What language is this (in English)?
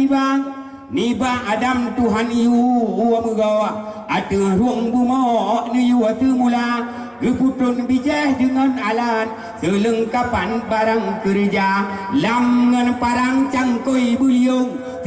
Achinese